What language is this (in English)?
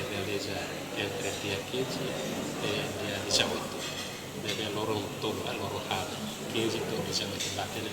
Tetum